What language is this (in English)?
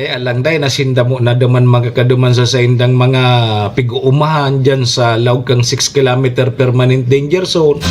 Bikol